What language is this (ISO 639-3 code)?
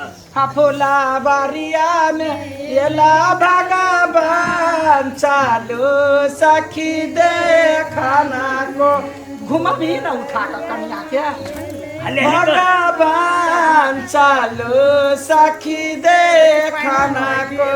mai